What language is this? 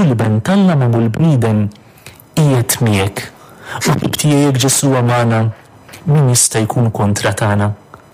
Maltese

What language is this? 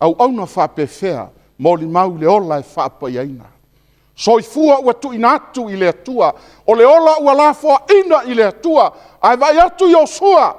Samoan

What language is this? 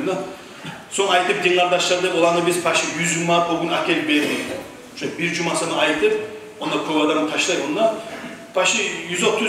Kumyk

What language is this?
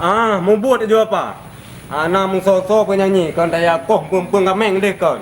Achinese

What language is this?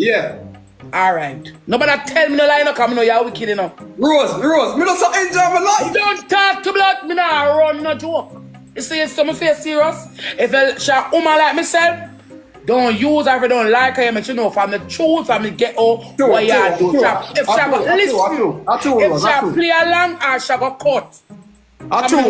Jamaican Creole English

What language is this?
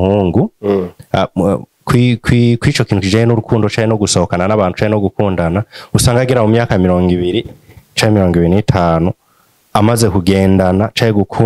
Rundi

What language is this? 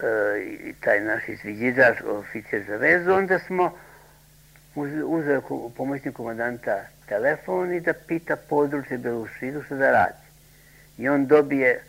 Serbian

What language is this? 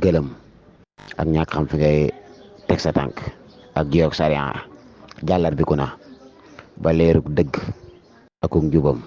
Wolof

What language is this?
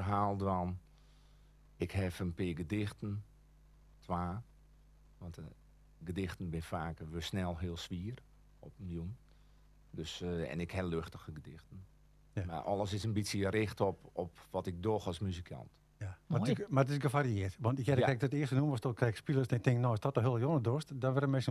Western Frisian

